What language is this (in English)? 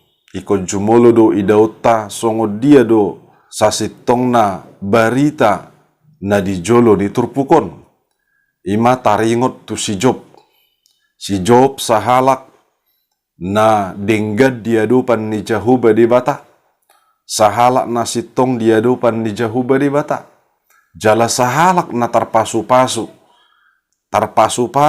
Batak Toba